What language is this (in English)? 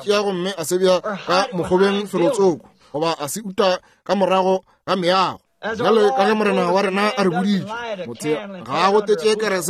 Northern Sotho